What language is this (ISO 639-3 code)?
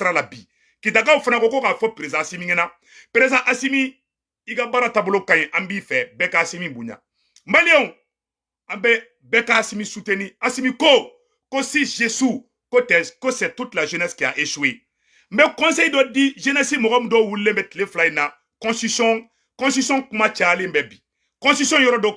bam